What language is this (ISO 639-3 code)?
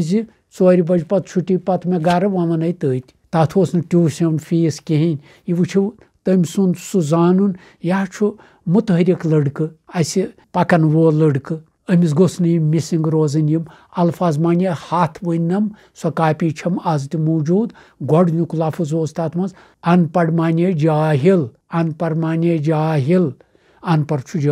kas